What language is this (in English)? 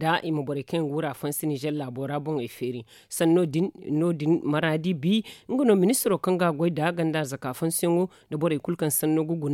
Zarma